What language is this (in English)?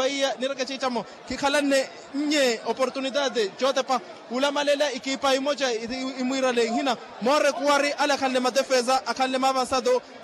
Makhuwa